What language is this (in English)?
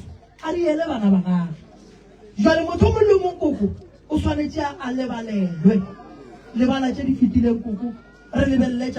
Northern Sotho